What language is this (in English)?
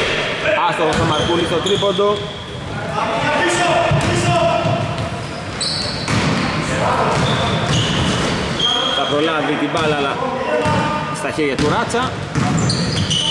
Greek